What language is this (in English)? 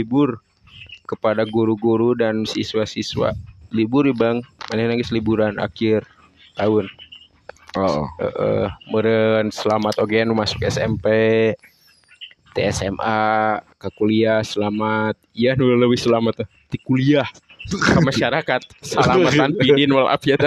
Sundanese